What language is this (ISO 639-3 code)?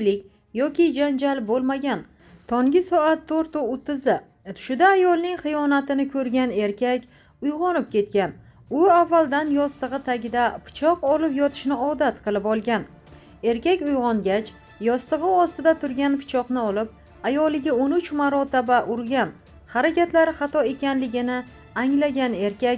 uzb